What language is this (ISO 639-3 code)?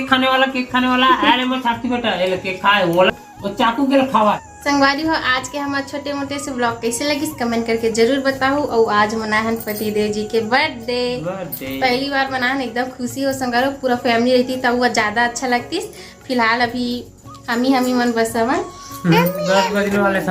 hne